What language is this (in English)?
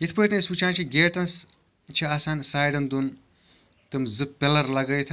Kashmiri